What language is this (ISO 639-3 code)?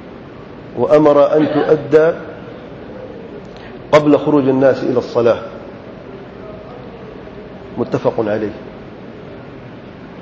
urd